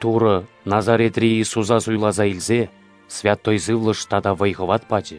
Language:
Chuvash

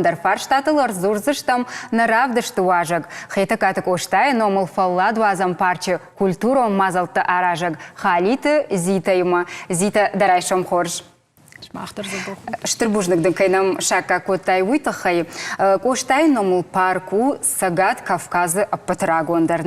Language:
Ossetic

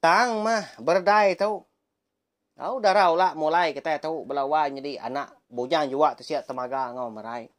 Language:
Iban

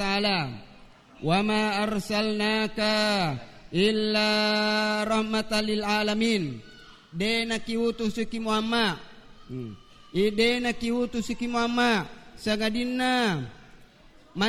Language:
Buginese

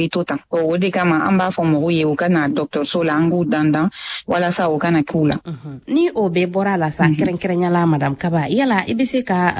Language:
Bambara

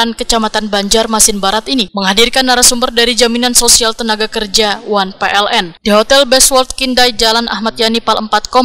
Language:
Banjar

